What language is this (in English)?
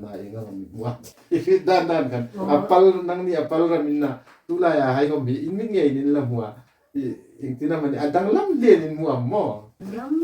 Hmar